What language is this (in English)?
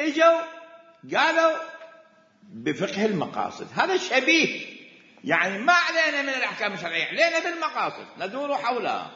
Mesopotamian Arabic